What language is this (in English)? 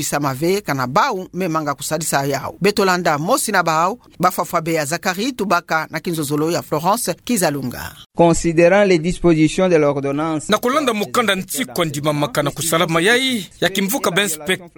Kituba (Democratic Republic of Congo)